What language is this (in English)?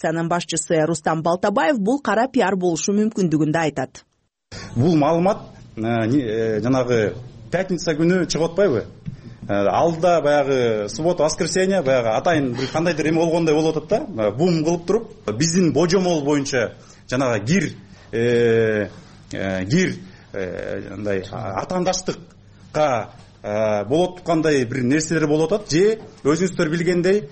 Kyrgyz